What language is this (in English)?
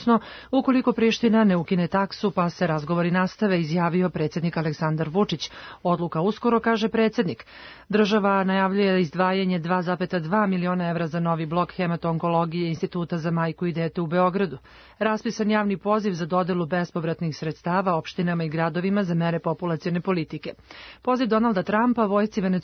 Serbian